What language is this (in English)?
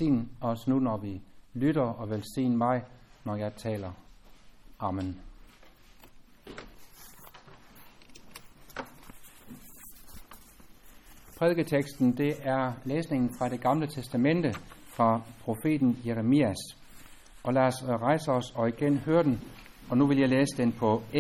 Danish